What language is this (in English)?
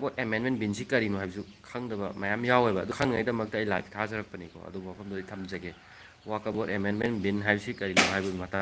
Manipuri